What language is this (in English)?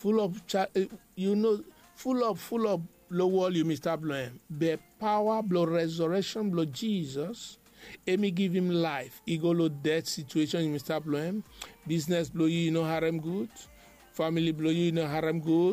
Bislama